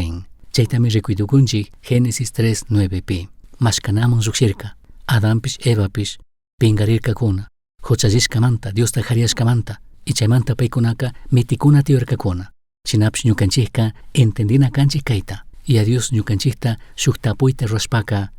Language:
Chimborazo Highland Quichua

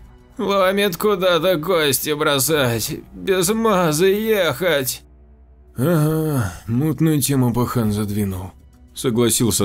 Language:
Russian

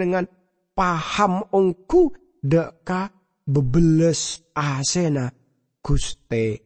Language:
Madurese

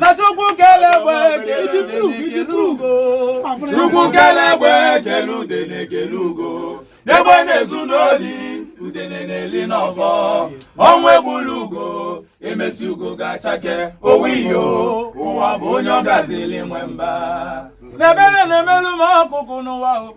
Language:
Igbo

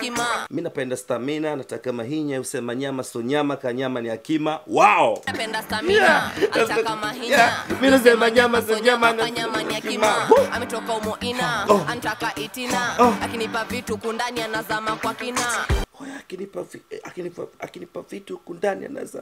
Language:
Swahili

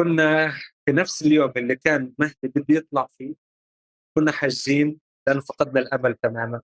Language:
North Levantine Arabic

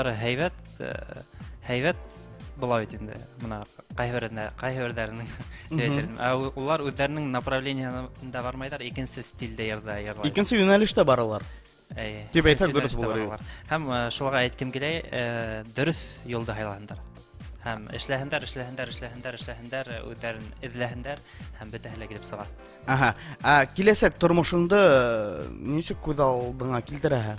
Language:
Bashkir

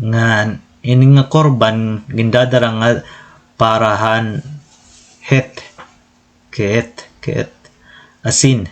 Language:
Waray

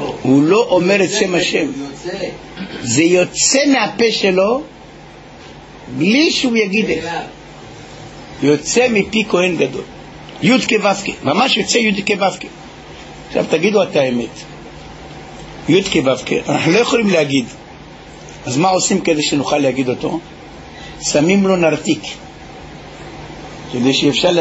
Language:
Hebrew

